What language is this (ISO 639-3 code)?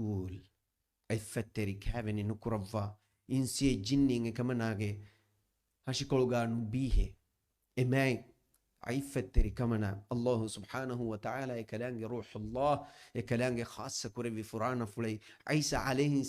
div